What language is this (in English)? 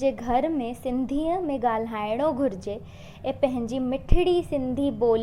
Sindhi